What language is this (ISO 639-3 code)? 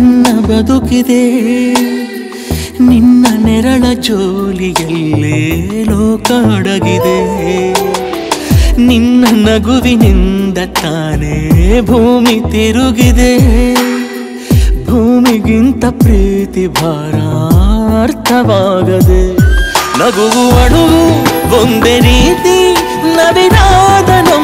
kan